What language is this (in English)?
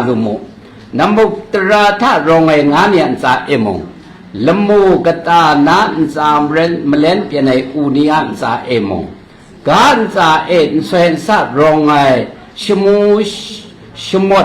Kachin